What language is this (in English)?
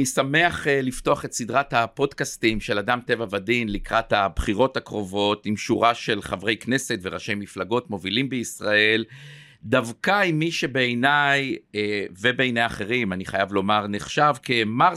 Hebrew